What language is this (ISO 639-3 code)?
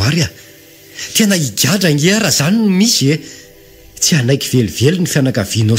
mlg